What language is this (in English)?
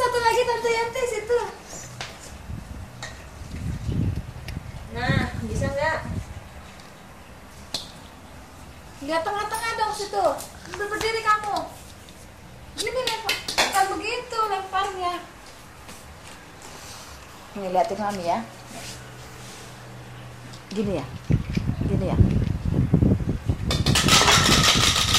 Indonesian